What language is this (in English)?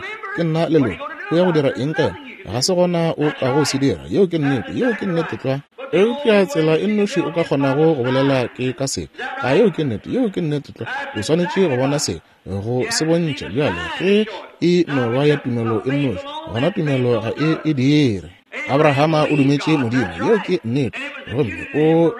Northern Sotho